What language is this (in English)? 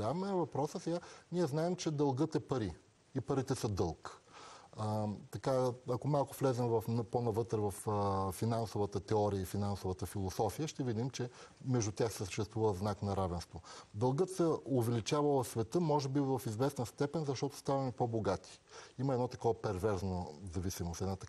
Bulgarian